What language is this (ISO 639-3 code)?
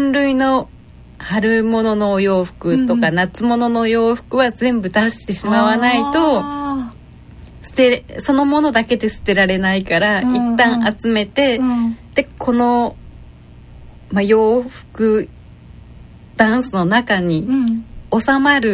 jpn